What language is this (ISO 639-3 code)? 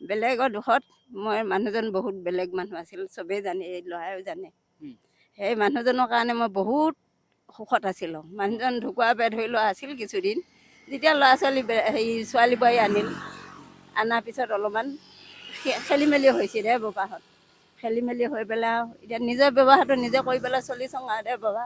asm